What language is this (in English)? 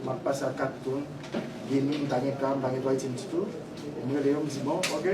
Haitian Creole